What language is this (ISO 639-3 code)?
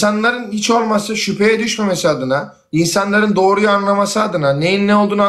tur